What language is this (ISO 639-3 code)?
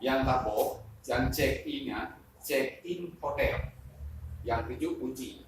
ace